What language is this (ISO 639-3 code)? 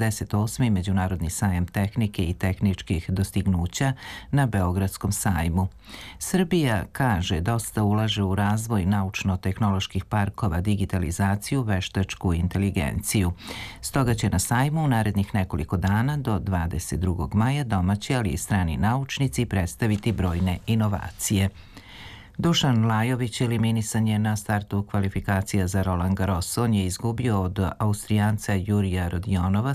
srp